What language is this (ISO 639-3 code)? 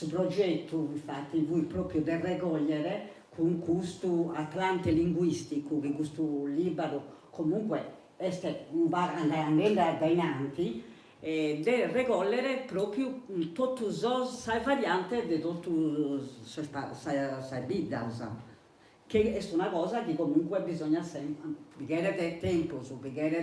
srd